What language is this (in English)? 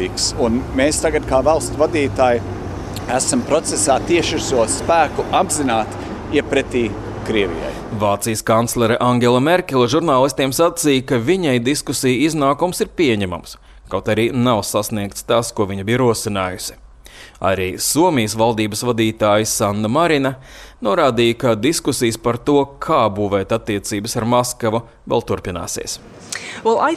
Latvian